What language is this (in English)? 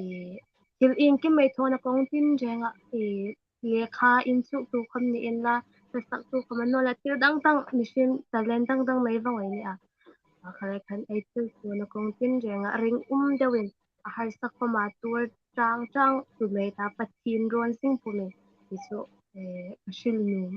Hmar